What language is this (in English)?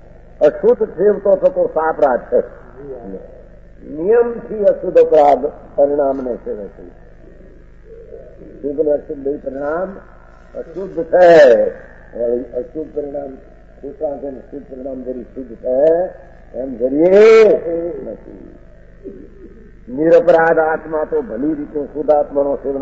Gujarati